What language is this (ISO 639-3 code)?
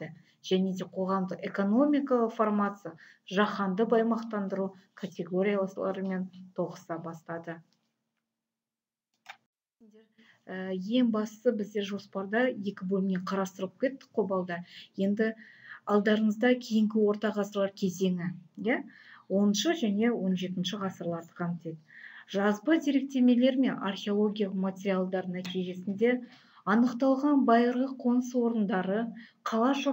kaz